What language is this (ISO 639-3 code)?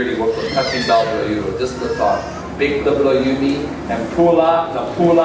tpi